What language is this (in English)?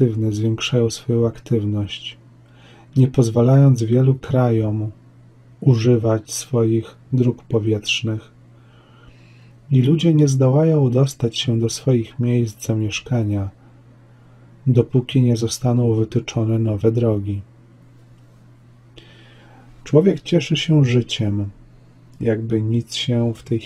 Polish